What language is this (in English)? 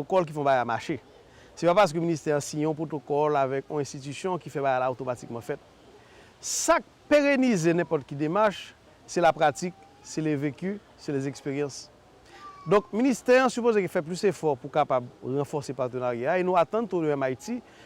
Haitian Creole